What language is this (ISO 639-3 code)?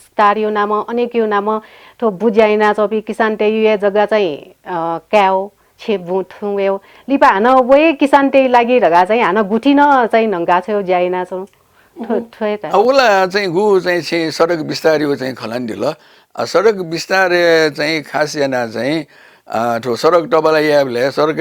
new